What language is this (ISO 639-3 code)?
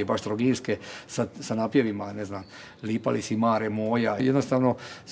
hrv